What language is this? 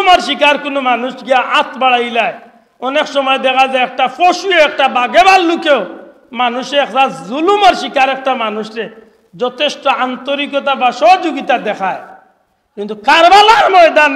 Sylheti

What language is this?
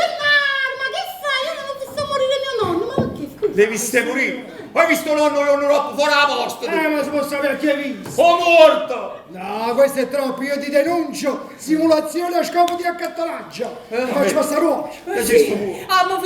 Neapolitan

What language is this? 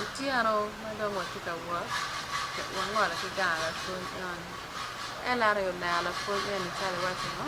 Acoli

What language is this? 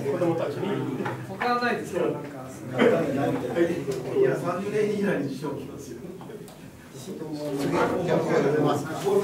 Japanese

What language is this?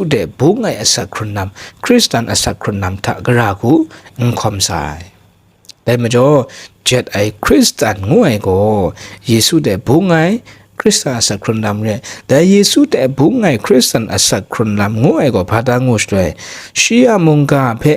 Kachin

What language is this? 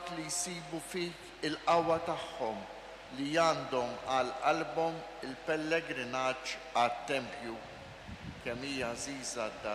Maltese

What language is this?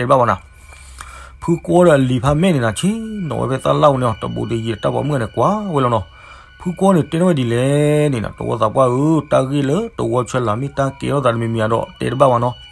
S'gaw Karen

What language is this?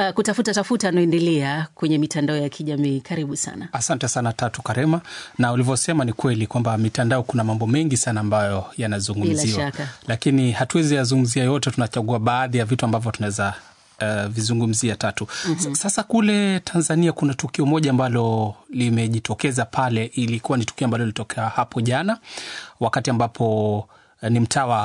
Swahili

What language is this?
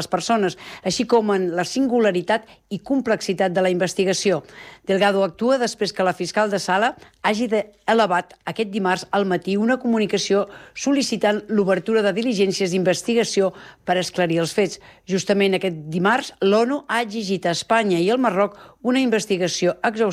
Catalan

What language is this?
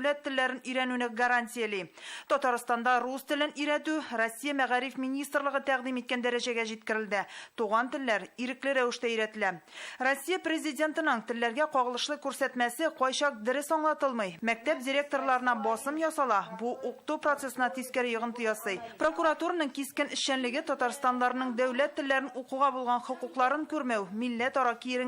Tatar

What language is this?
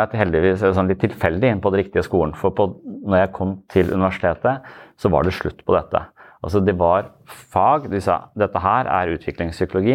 Norwegian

